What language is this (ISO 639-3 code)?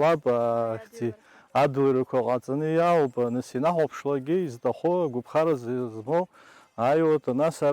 abk